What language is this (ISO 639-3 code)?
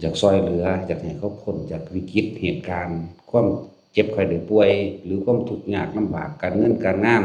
lao